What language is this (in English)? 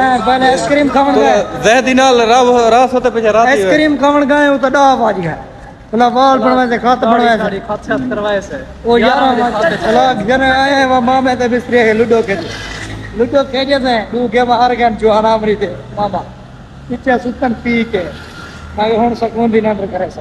Saraiki